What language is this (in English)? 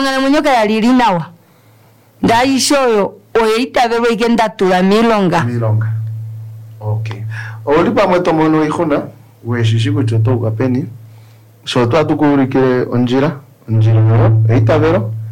Kuanyama